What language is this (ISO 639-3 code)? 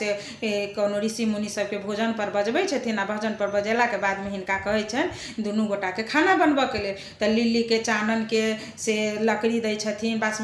mai